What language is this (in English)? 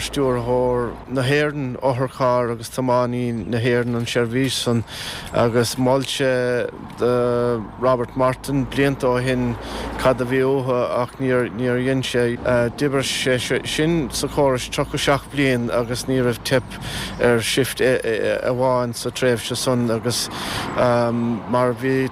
Irish